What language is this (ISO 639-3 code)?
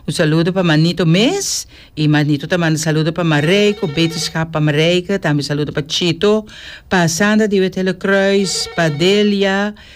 pap